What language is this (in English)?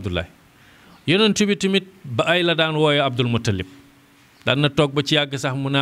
Wolof